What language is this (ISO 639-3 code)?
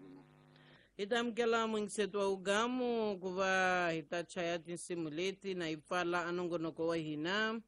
tso